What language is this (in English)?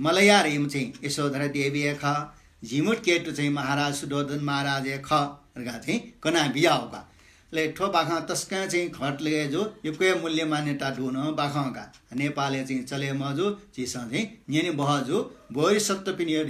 Newari